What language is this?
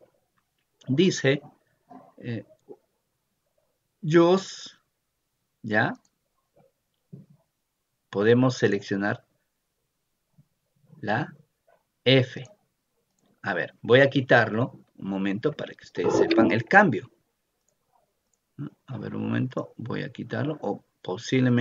Spanish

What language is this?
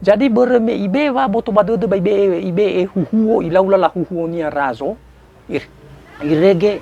Nias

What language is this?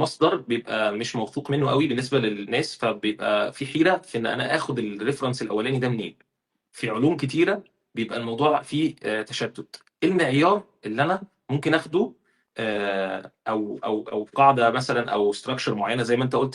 Egyptian Arabic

